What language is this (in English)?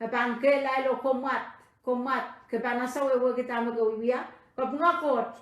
Pohnpeian